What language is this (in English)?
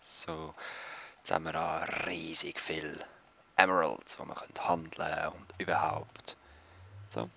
Swiss German